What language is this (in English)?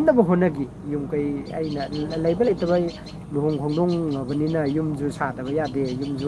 Manipuri